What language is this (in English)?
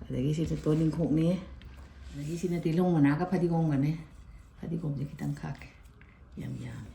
Manipuri